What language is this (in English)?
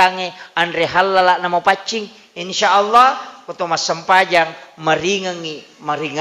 Buginese